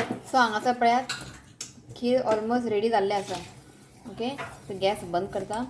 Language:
Konkani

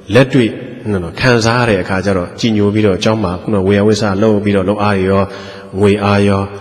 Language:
Burmese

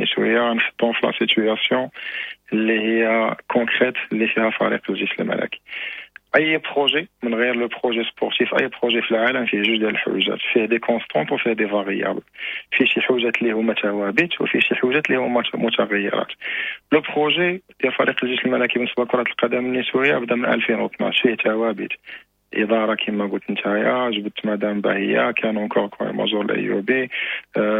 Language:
Moroccan Arabic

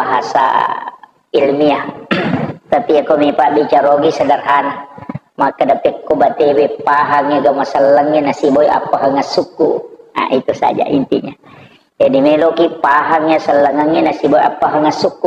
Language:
Buginese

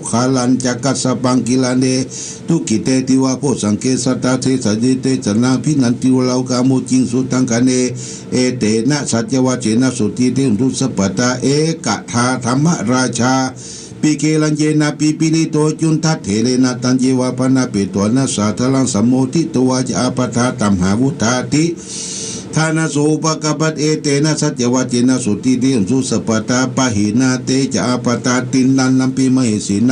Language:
Pali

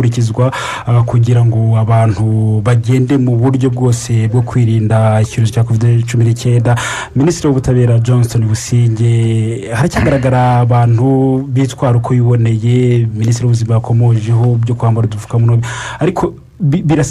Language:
Kinyarwanda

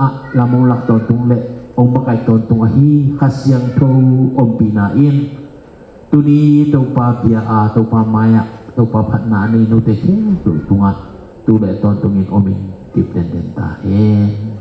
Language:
Tedim Chin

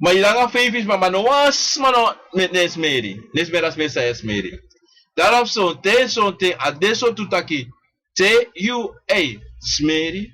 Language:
Sranan Tongo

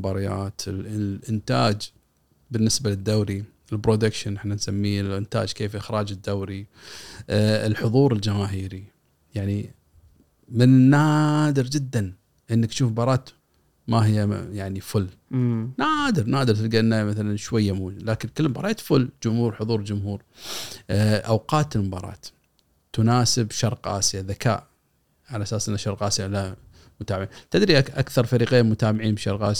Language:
Gulf Arabic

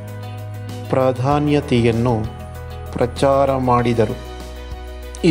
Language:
Kannada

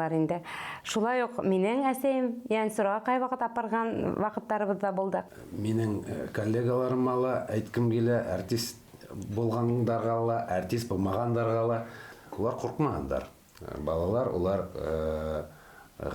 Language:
Bashkir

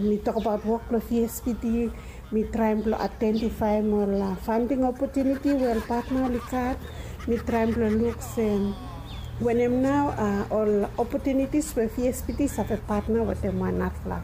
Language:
Bislama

